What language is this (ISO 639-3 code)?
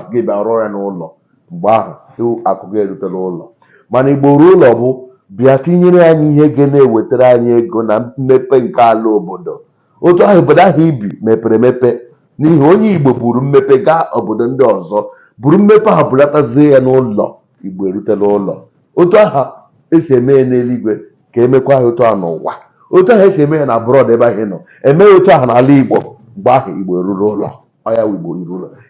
ibo